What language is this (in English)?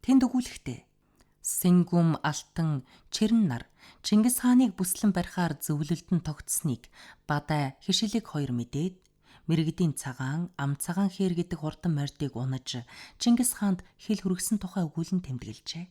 Mongolian